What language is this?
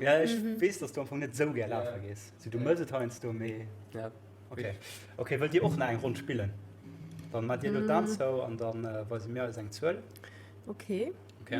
Luxembourgish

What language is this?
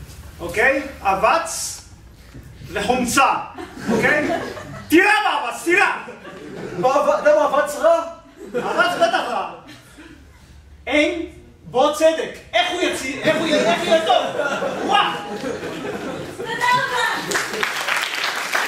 Hebrew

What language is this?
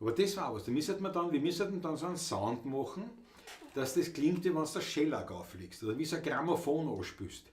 Bavarian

